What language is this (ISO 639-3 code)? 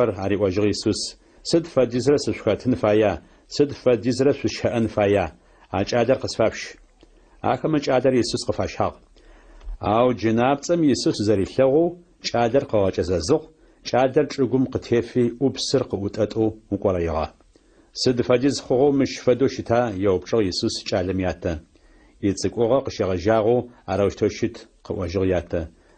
ady